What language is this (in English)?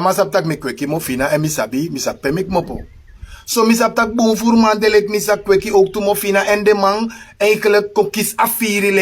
Sranan Tongo